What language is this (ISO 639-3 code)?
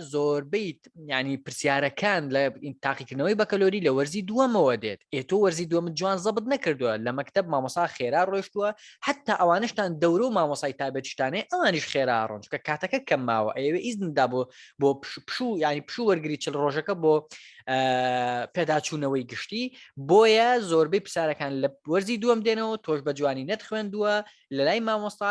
ckb